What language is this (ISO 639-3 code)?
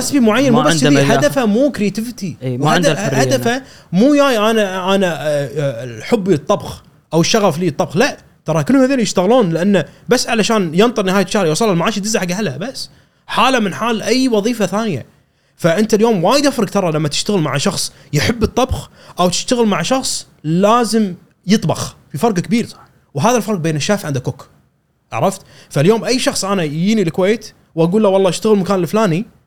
afb